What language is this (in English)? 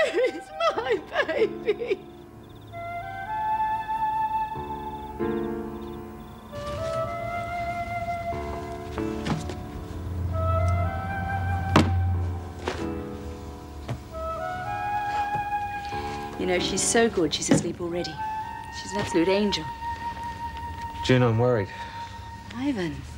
English